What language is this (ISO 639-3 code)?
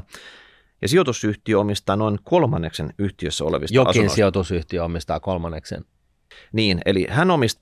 fin